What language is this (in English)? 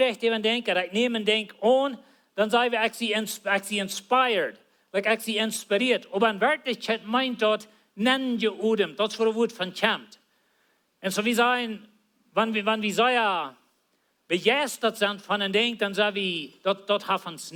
Plautdietsch